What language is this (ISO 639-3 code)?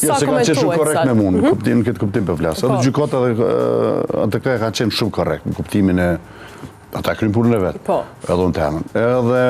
sqi